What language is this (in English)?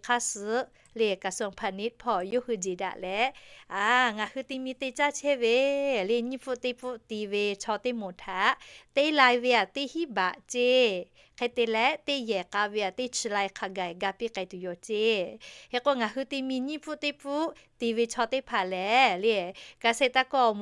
Lahu